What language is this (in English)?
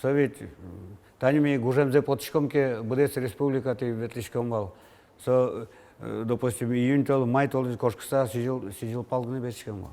Udmurt